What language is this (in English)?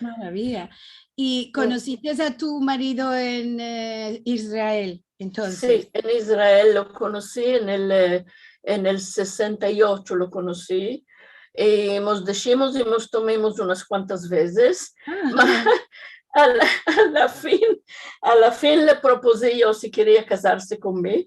Ladino